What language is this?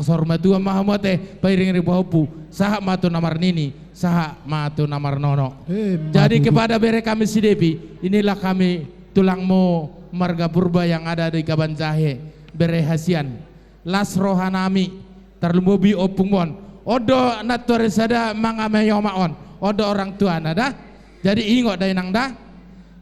Batak Toba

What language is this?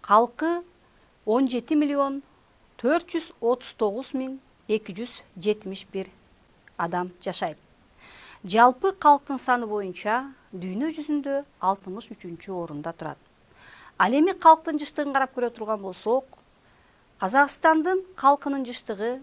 Kyrgyz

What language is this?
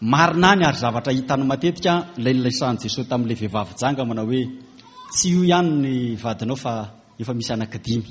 Malagasy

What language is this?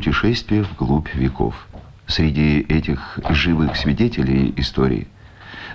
Russian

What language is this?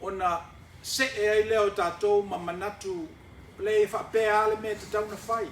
Samoan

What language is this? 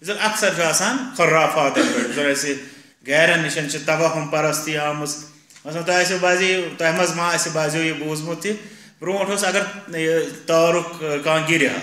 Kashmiri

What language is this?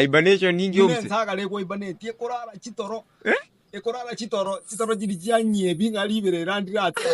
Gusii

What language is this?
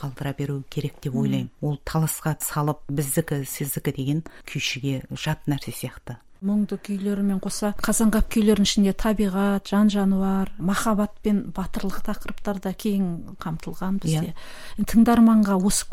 Kazakh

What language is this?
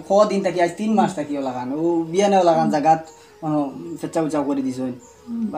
Sylheti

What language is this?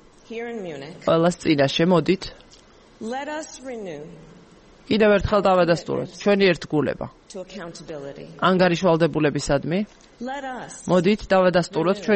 Georgian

